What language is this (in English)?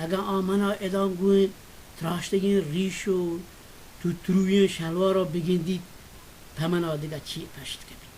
Baluchi